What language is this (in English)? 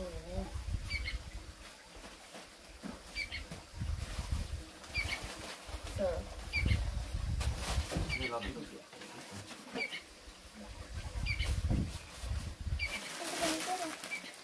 Vietnamese